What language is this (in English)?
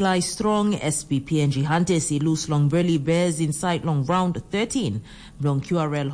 Tok Pisin